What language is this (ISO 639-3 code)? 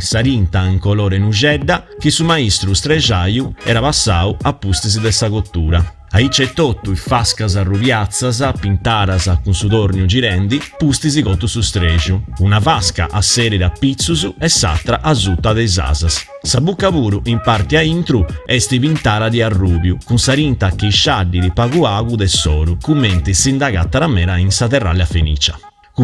srd